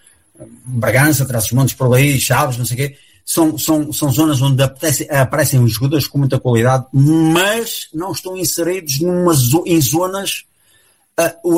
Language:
Portuguese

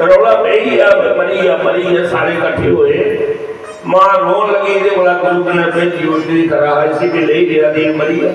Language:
Dogri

